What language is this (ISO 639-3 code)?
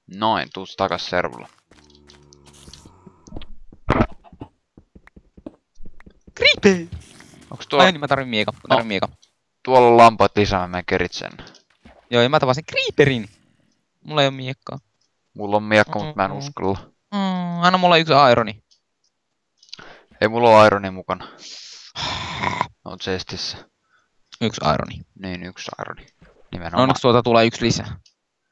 fin